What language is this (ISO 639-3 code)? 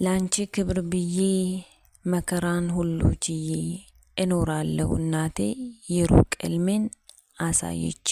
amh